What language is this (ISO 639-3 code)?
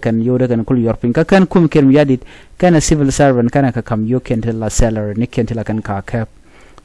nus